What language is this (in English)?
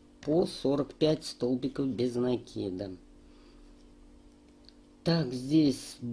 Russian